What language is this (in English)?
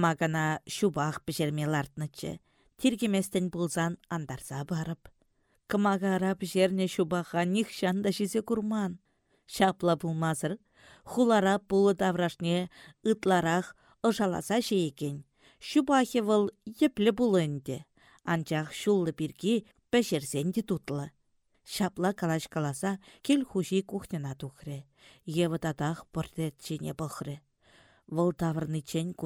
Chuvash